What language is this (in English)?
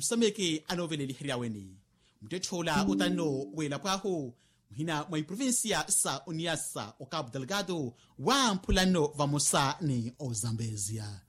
Makhuwa